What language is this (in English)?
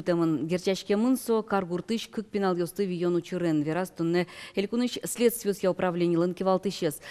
Udmurt